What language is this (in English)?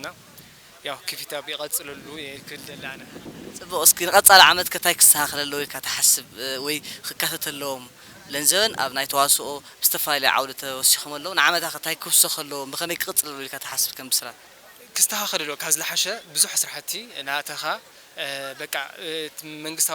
Tigrinya